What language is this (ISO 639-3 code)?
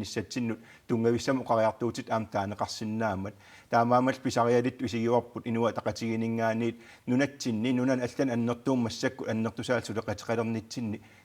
kal